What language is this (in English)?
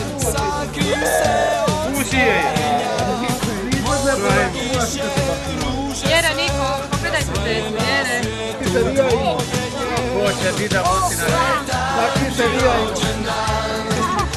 Croatian